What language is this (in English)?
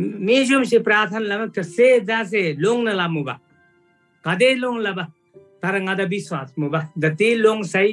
Eastern Tamang